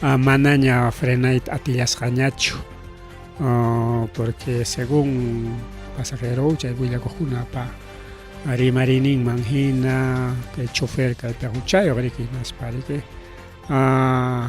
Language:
Ayacucho Quechua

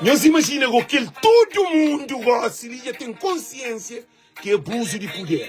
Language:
Kabuverdianu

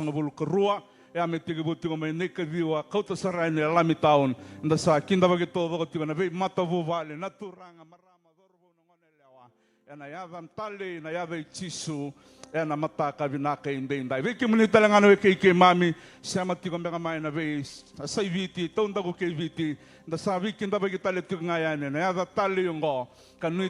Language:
Fijian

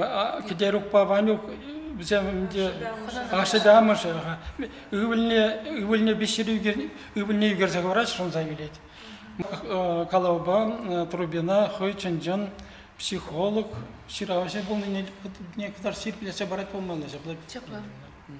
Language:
Chuvash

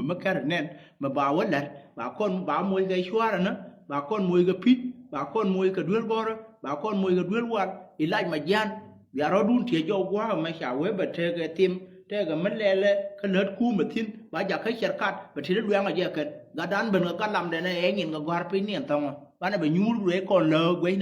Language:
Nuer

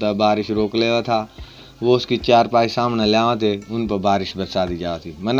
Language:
Haryanvi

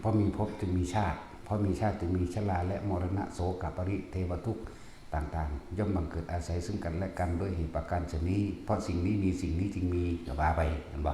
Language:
Northeastern Thai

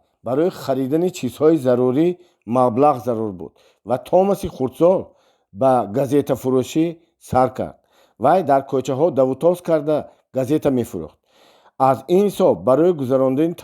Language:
Tajik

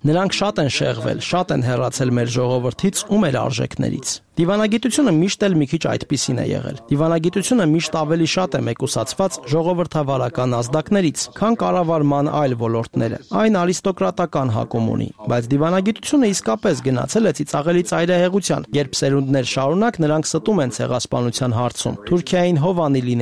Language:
Armenian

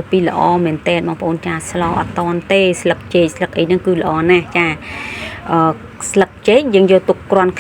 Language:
Khmer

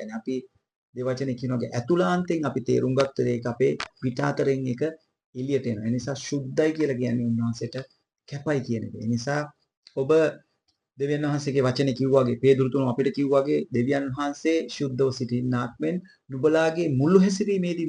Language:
Sinhala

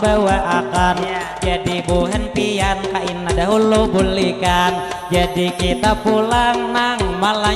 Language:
Banjar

